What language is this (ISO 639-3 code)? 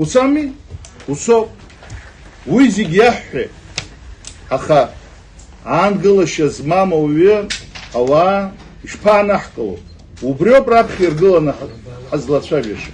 abk